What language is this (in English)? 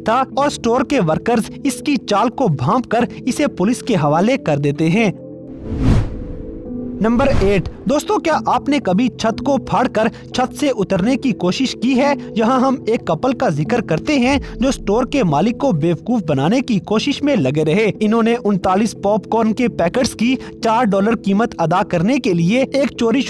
Hindi